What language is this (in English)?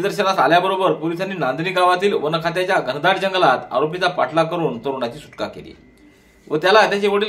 Marathi